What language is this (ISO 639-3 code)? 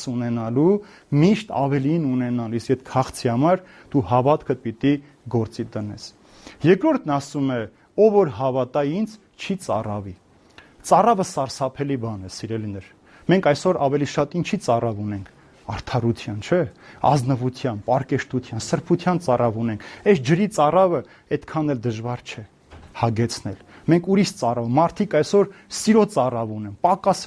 hye